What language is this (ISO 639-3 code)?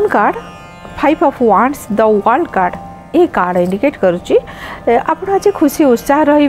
ori